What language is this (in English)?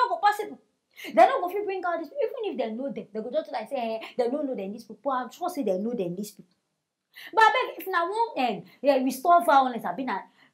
Nigerian Pidgin